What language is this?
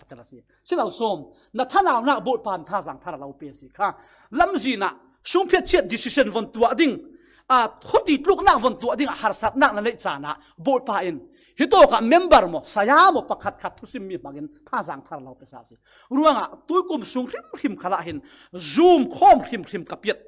Falam Chin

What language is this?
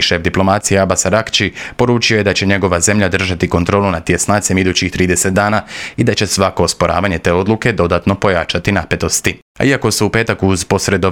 Croatian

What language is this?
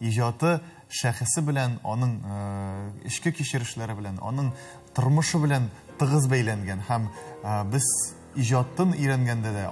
Tatar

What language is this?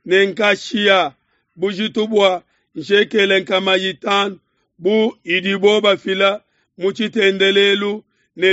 Luba-Lulua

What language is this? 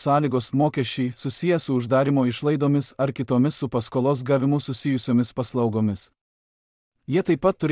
Lithuanian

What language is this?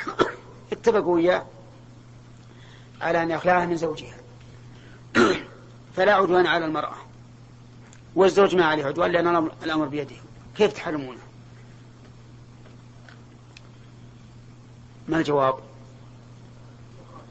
Arabic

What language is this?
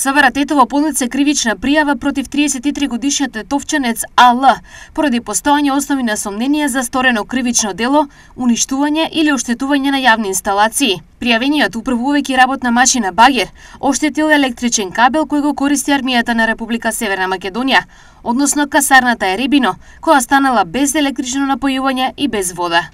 Macedonian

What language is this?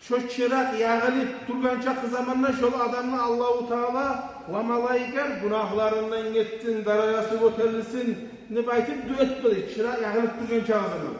Kumyk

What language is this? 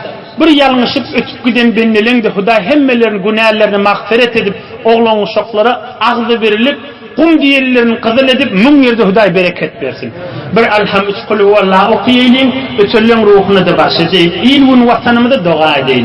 Turkmen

